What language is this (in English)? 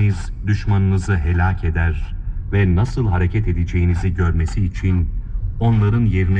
Turkish